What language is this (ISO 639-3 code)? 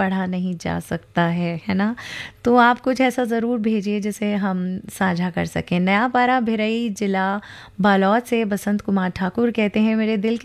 hin